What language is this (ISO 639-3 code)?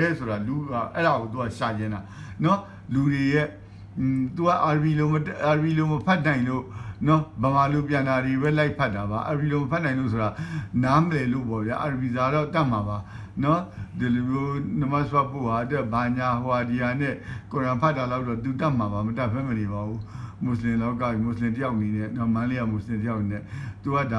mya